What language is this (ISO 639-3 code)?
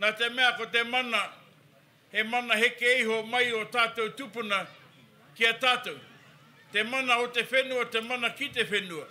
mri